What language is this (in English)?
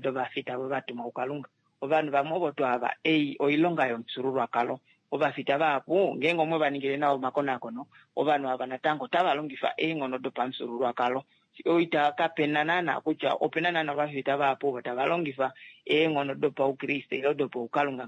Kuanyama